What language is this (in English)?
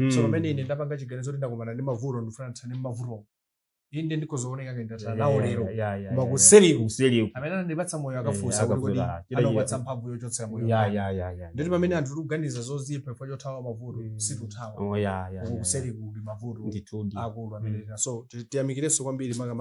Nyanja